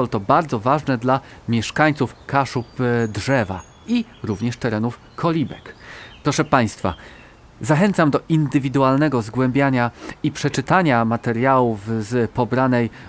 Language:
Polish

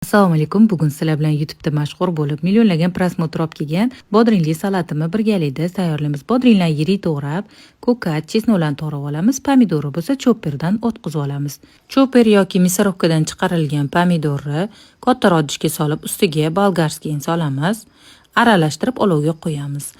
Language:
Uzbek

